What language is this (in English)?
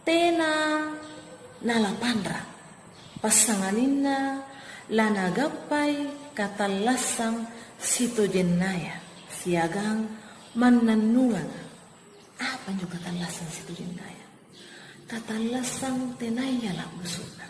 Makasar